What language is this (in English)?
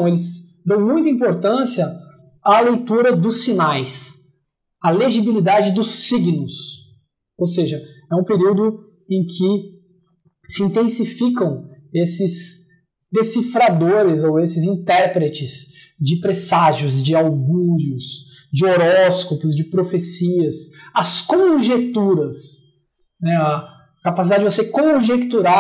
Portuguese